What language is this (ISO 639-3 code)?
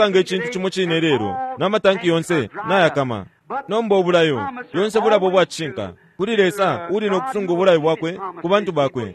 bem